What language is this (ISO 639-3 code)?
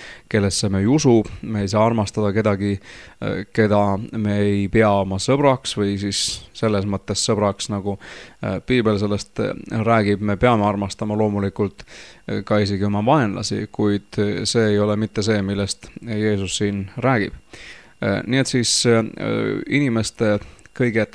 est